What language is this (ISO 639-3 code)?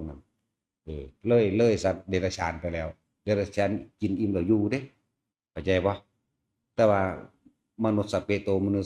tts